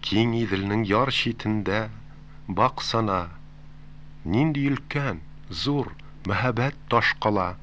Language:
Tatar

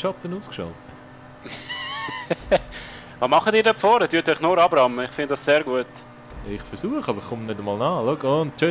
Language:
Swiss German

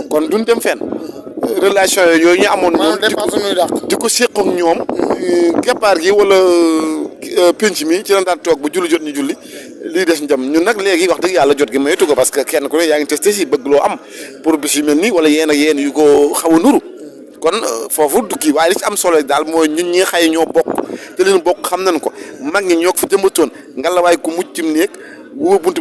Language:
Wolof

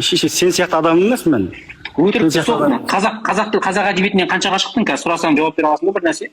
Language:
Kazakh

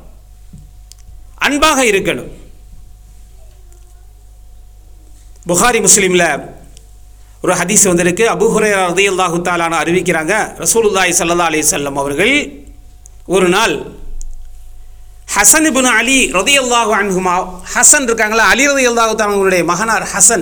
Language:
Tamil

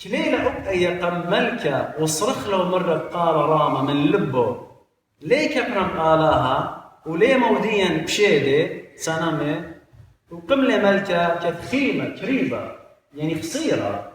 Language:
Assyrian Neo-Aramaic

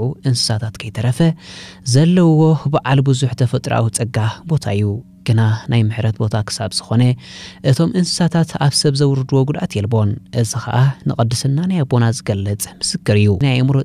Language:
Tigrinya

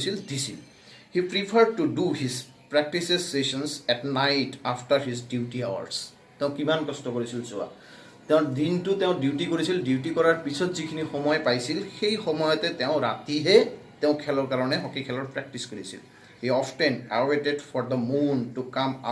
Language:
Assamese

